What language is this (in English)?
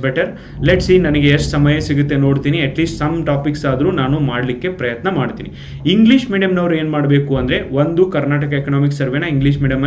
Kannada